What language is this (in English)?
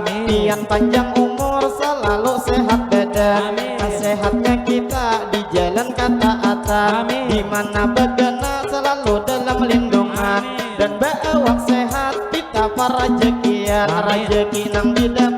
Banjar